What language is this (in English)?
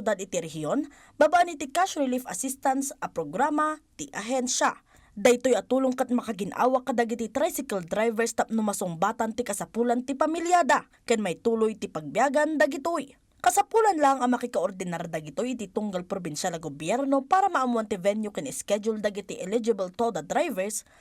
Iloko